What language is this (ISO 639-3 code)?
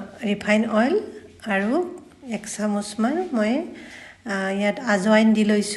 asm